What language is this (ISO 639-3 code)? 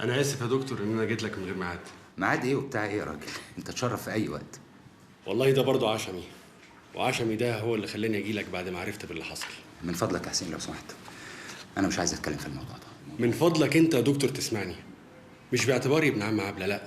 arz